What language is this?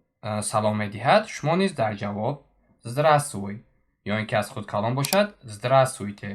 Tajik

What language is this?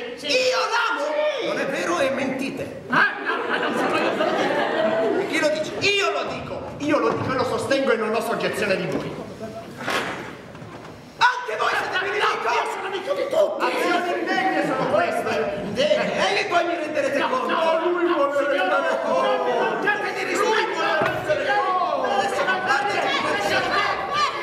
Italian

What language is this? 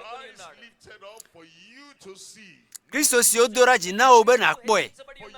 Ewe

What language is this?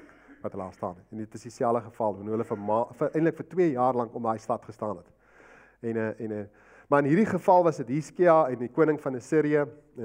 Afrikaans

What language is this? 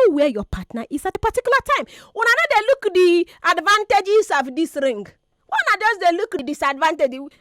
Nigerian Pidgin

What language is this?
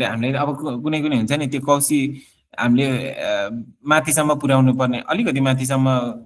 Nepali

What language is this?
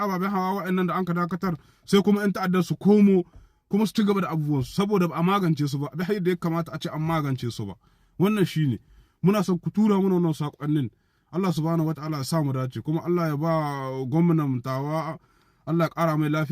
Hausa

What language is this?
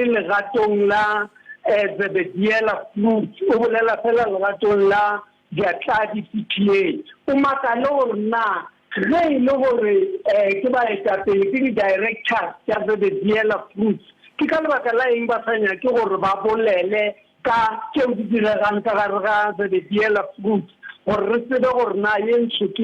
Northern Sotho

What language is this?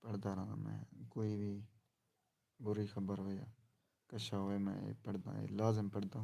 Saraiki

